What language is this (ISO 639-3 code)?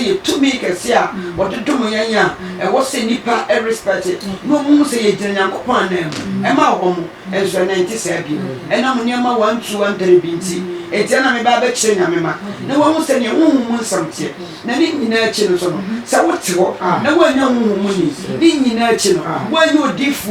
aka